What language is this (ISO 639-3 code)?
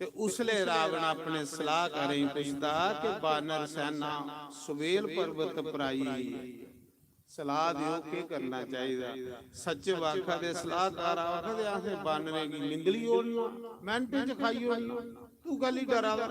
doi